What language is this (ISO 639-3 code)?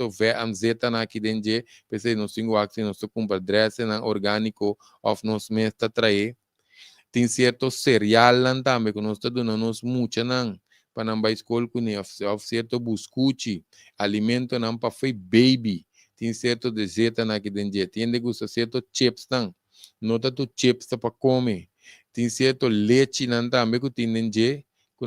pap